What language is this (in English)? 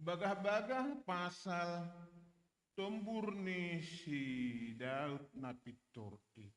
Batak Simalungun